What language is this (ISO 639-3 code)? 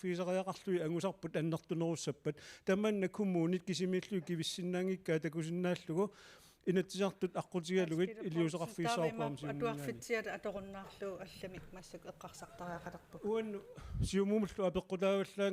kal